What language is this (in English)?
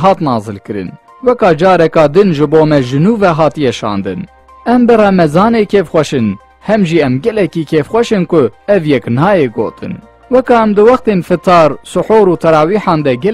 Kurdish